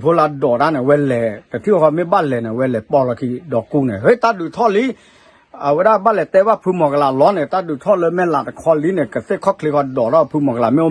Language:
S'gaw Karen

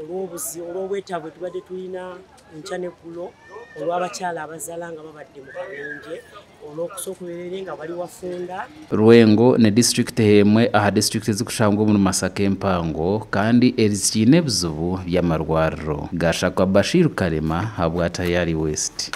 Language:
Nyankole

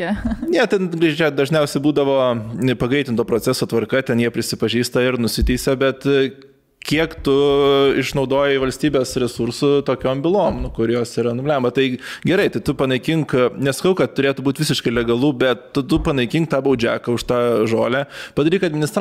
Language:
Lithuanian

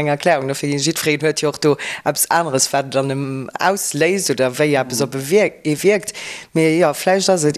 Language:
Luxembourgish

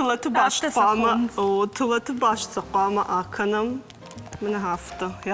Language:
Ossetic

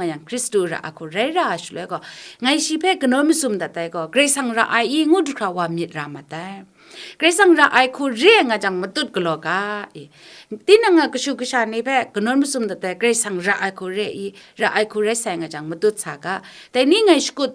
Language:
Kachin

